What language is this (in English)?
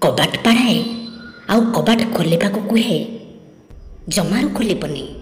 Odia